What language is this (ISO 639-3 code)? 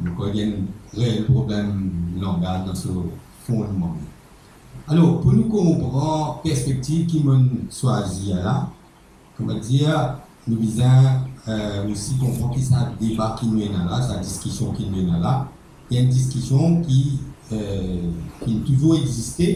mfe